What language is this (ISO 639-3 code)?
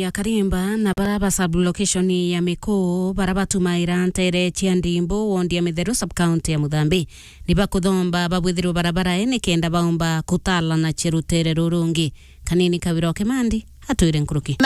mer